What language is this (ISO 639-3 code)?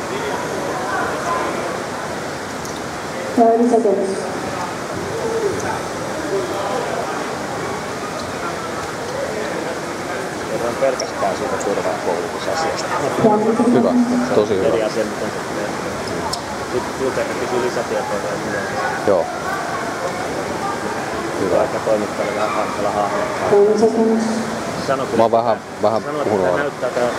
fin